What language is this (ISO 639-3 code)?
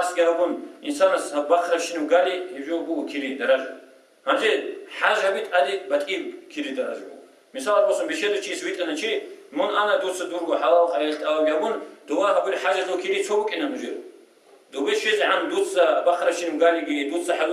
ava